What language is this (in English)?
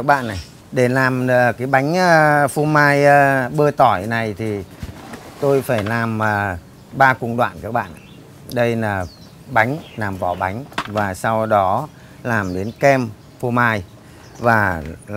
Vietnamese